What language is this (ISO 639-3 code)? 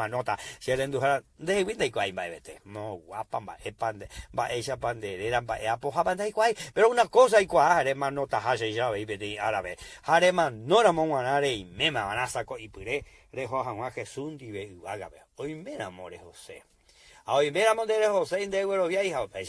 grn